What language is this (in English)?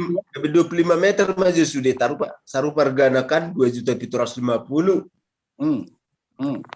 Batak Toba